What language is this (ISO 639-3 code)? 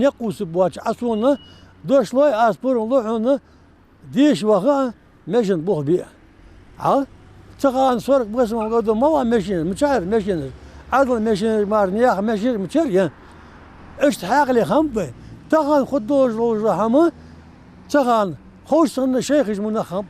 inh